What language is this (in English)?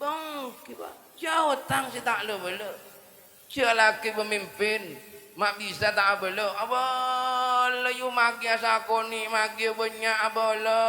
Madurese